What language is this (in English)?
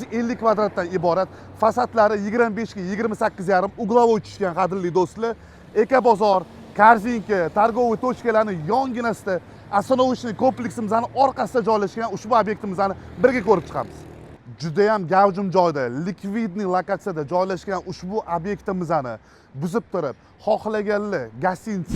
Uzbek